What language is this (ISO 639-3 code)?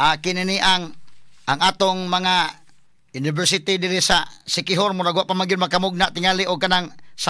ceb